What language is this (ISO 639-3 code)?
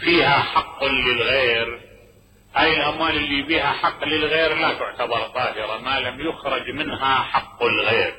acm